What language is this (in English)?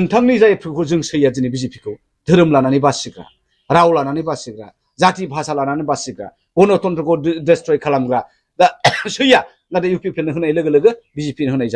Bodo